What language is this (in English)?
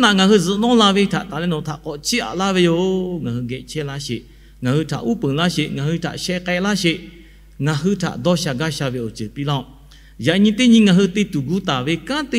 Lahu